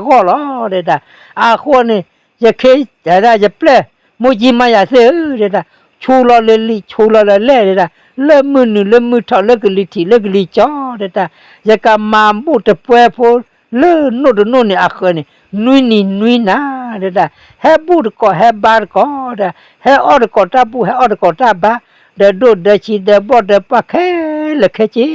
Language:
S'gaw Karen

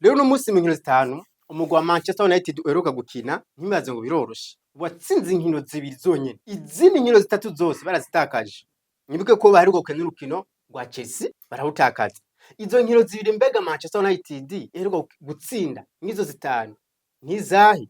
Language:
Rundi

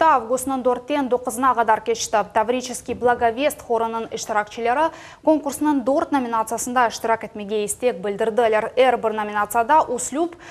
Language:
Crimean Tatar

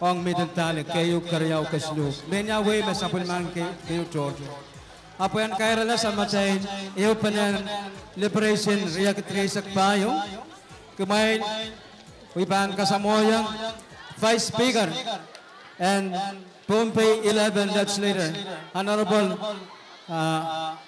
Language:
Pohnpeian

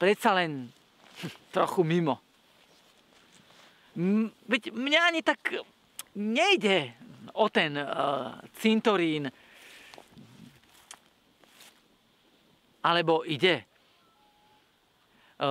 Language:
Slovak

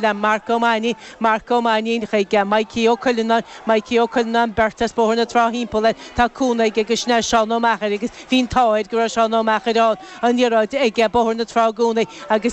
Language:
Irish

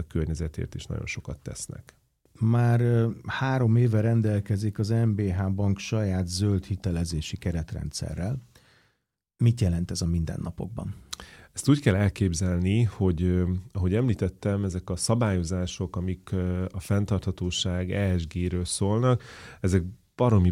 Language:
Hungarian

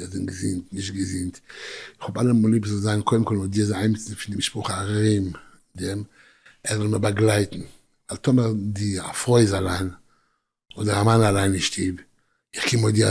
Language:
Yiddish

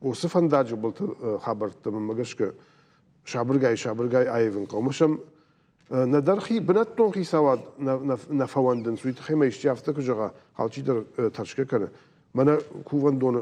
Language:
Ossetic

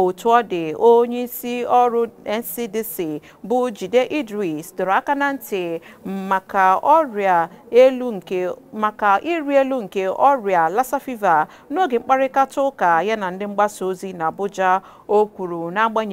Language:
Igbo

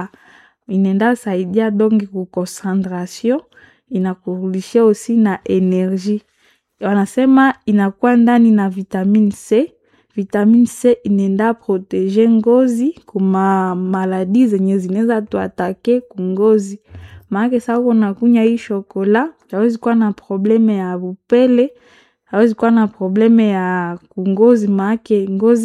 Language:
Swahili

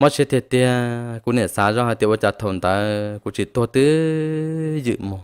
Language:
Hmong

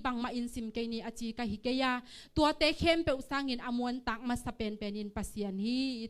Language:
Tedim Chin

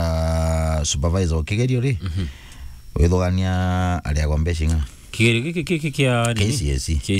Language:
Meru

